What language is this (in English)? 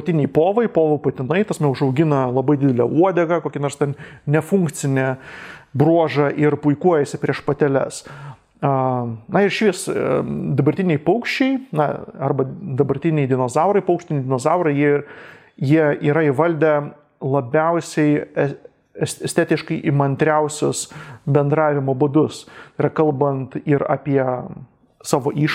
Lithuanian